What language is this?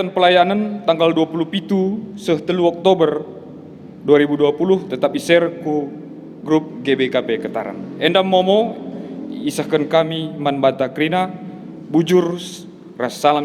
Batak Karo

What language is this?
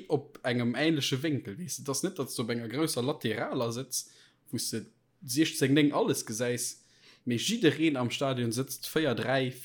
Luxembourgish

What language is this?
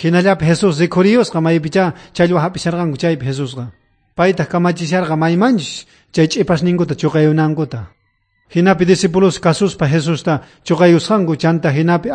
South Bolivian Quechua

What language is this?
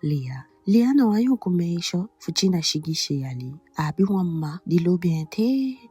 Eastern Maroon Creole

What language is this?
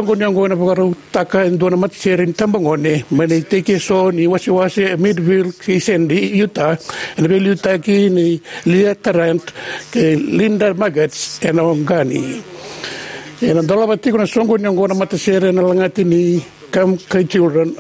Fijian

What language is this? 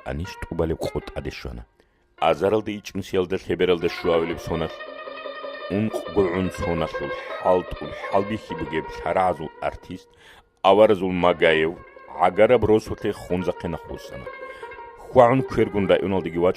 Avaric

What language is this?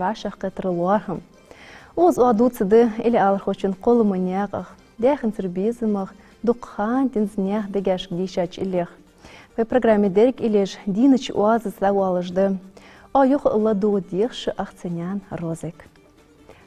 Ingush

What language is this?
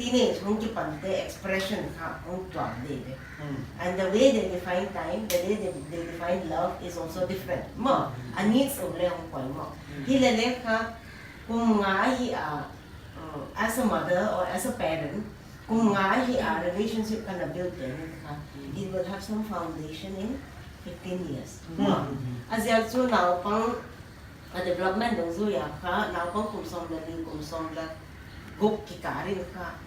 Paite Chin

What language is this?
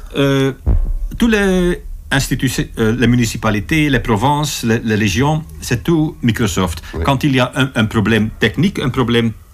French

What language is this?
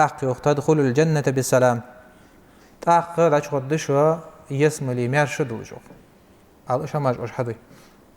Ingush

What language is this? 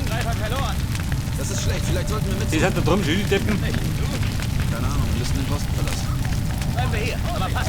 Bavarian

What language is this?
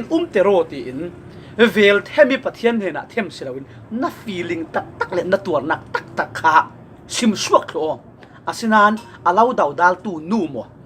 Falam Chin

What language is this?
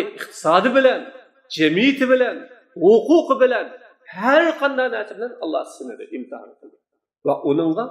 Uyghur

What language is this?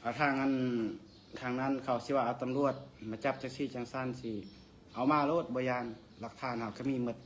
Northeastern Thai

